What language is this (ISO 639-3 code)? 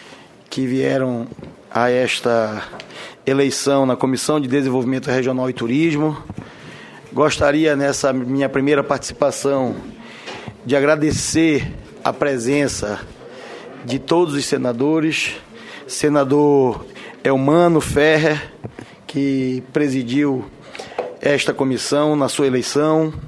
por